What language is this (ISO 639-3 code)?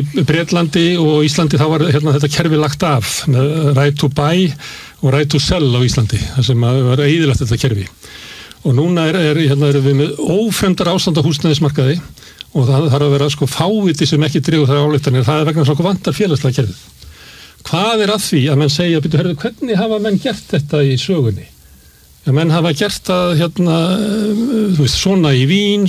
isl